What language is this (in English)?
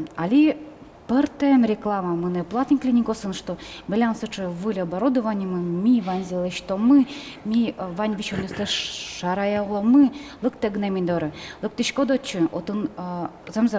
Udmurt